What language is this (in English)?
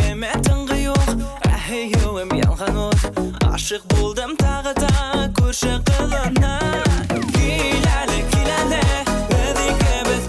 Bashkir